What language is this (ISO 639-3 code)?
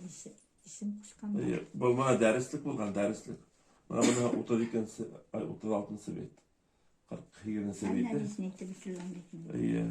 bak